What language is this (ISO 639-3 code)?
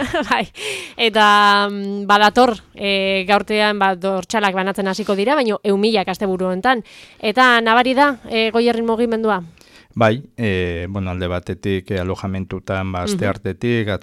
eus